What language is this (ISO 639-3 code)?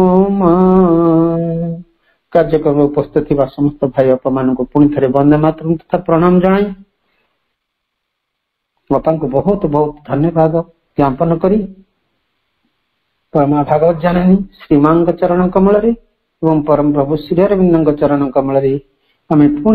ori